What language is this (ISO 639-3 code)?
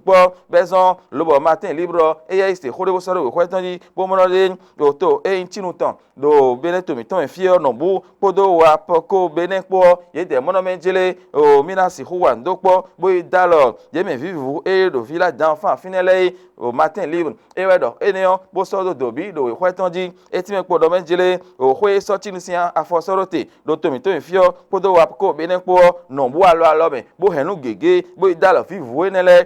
fon